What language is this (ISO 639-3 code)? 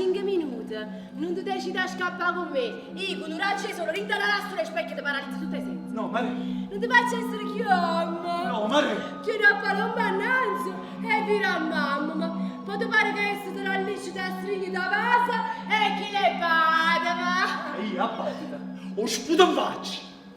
nap